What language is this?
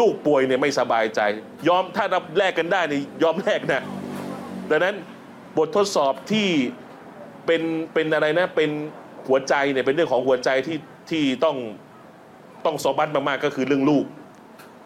Thai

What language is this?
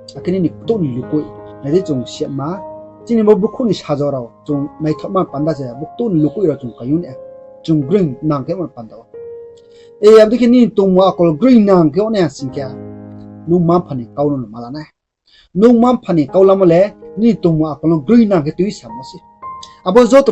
Riang (India)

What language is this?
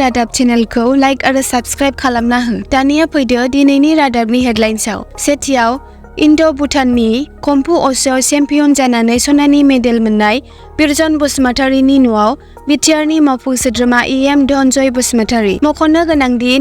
Bodo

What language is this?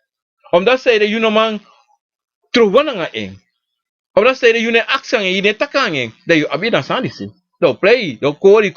Sranan Tongo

